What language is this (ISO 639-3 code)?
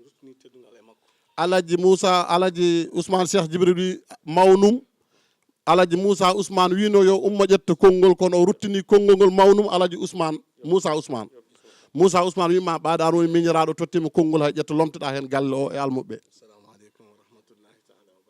ful